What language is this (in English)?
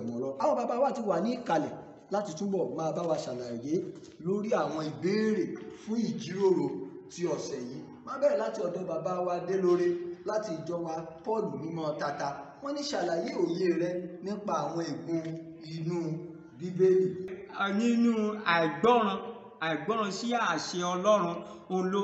Yoruba